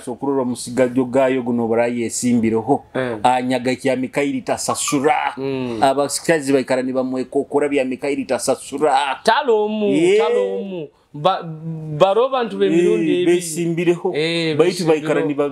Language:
Nyoro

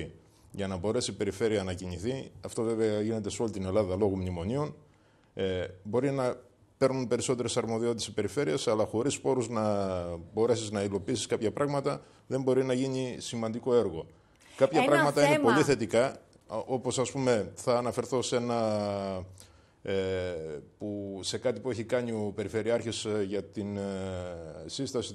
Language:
Greek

